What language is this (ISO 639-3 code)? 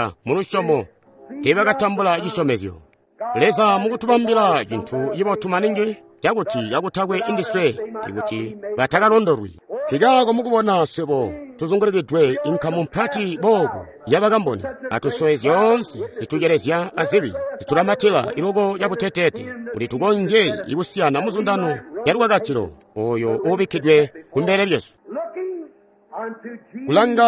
toi